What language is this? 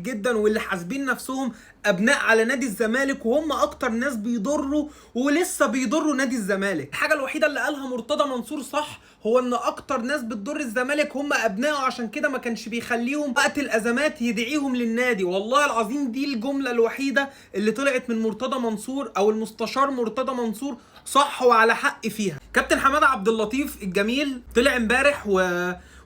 Egyptian Arabic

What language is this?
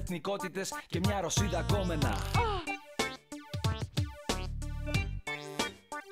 Greek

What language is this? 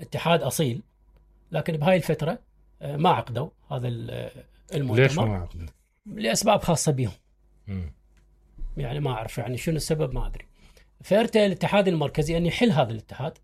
Mesopotamian Arabic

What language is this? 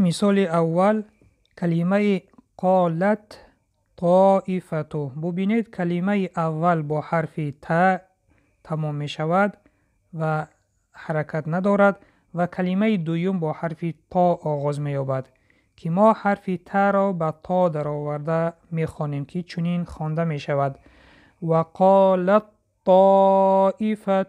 Tajik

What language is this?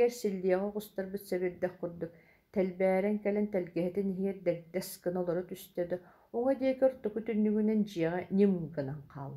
Yakut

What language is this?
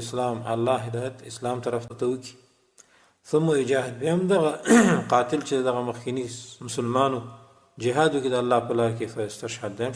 Pashto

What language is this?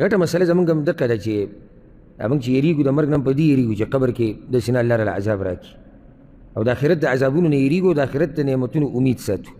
Pashto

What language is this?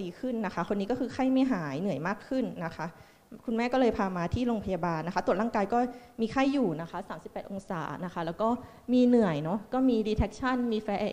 Thai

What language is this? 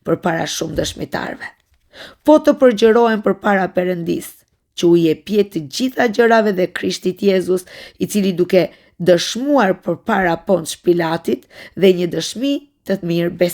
Albanian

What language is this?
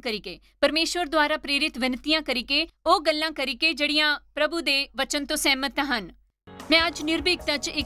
Dogri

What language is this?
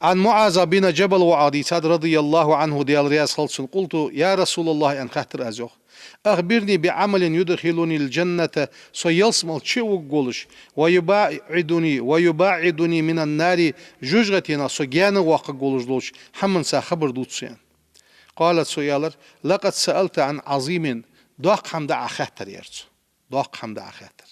Ingush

